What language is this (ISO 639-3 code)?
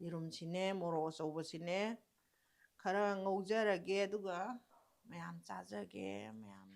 mni